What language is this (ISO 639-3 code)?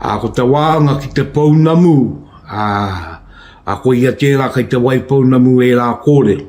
mri